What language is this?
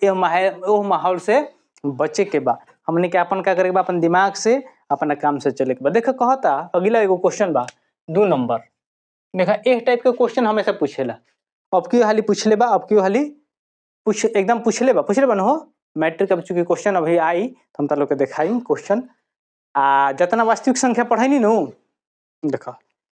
Bhojpuri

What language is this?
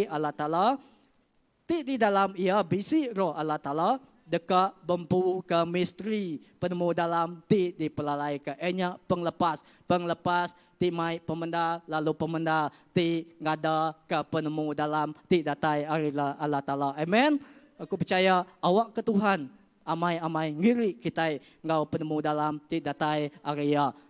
Iban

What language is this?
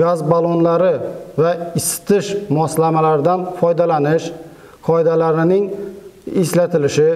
Uzbek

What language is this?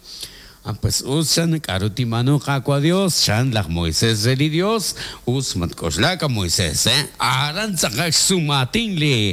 Kekchí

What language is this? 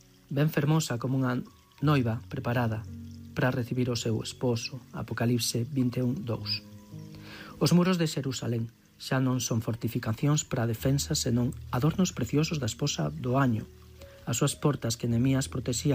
Galician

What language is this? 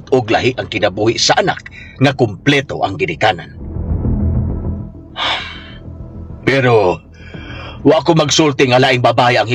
Cebuano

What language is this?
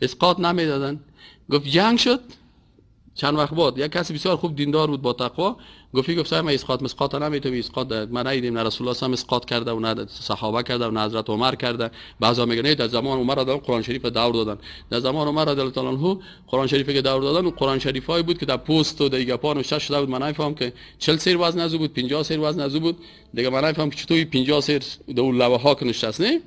Persian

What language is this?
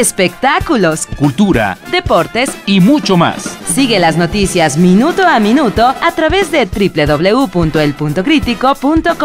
Spanish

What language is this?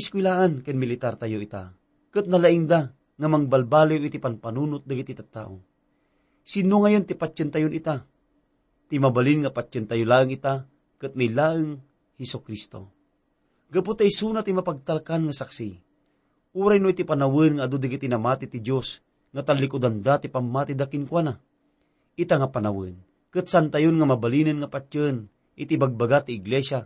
Iloko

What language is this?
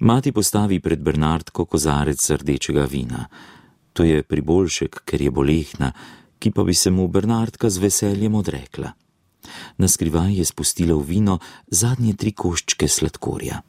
Slovenian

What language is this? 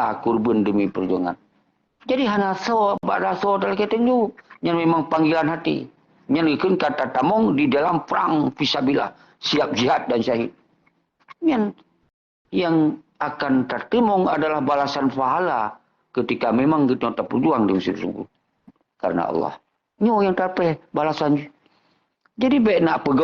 Achinese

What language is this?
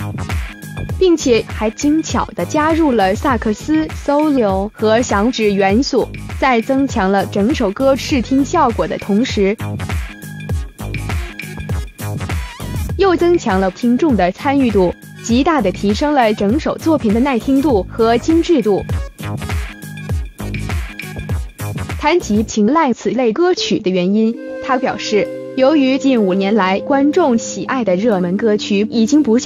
Chinese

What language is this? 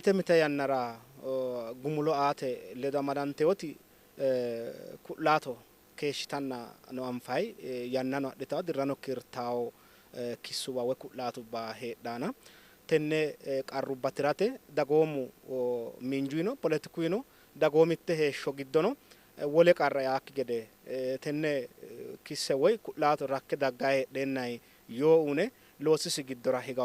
Sidamo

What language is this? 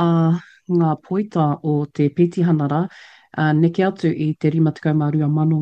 Māori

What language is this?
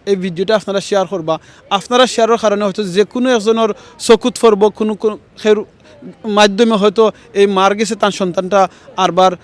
Sylheti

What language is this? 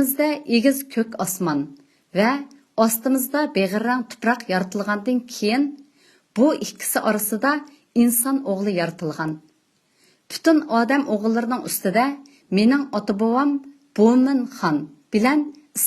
Uyghur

